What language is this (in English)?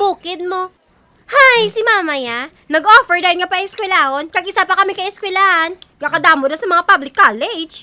Hiligaynon